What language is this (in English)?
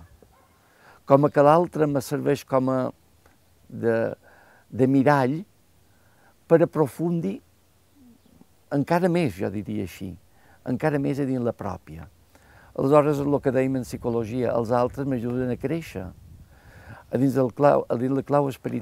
Catalan